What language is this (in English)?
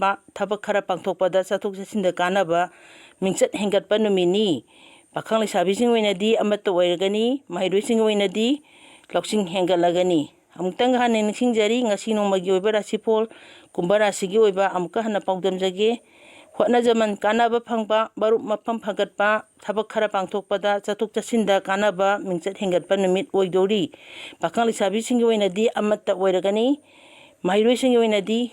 Manipuri